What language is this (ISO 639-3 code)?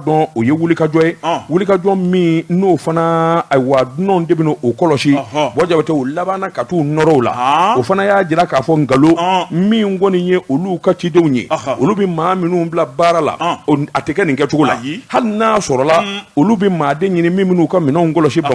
bam